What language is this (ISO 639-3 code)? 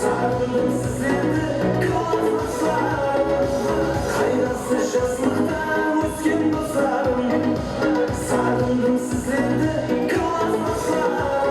kaa